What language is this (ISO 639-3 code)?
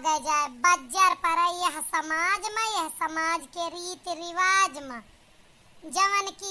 awa